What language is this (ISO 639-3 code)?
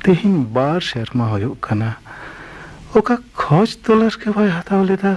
sat